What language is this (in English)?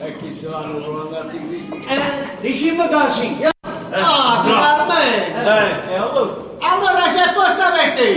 Neapolitan